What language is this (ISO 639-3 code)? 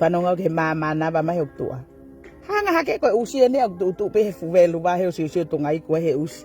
ton